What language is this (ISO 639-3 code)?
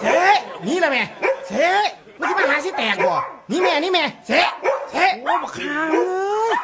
tts